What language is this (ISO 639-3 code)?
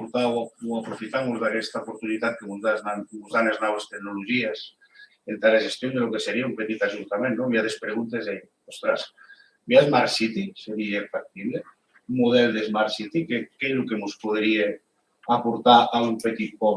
oci